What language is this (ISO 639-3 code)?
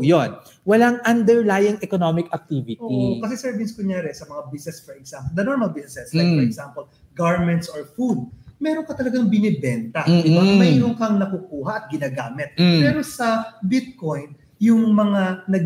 fil